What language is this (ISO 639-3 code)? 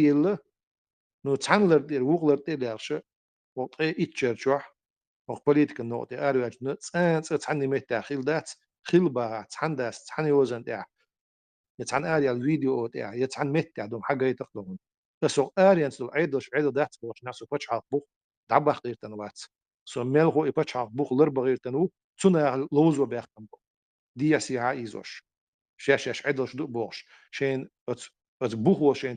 che